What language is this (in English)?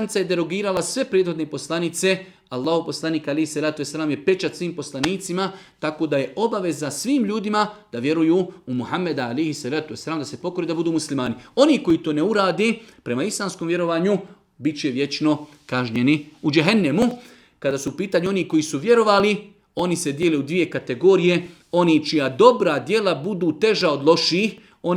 Bosnian